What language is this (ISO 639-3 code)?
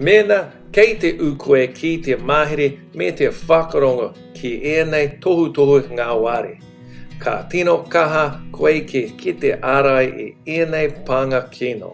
mri